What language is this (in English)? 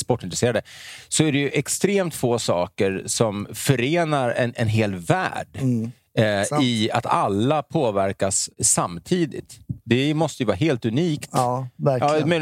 Swedish